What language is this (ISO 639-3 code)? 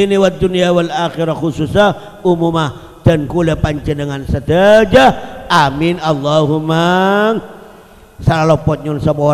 mad